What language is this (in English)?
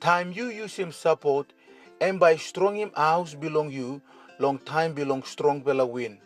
Tok Pisin